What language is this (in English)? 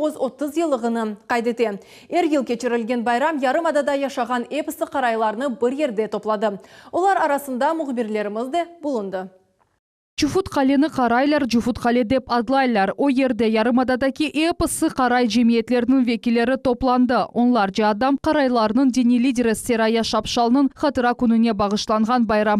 Crimean Tatar